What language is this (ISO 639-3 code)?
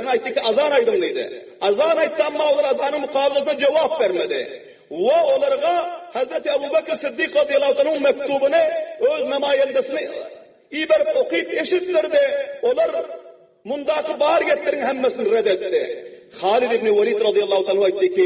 tuk